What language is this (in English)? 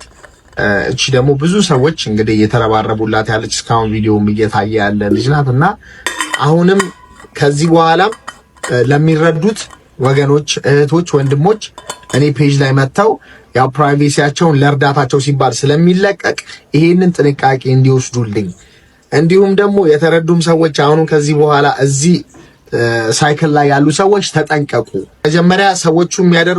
Amharic